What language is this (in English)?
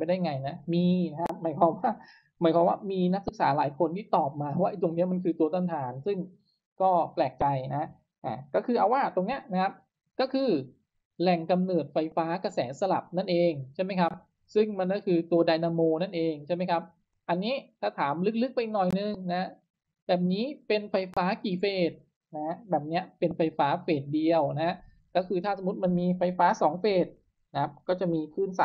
Thai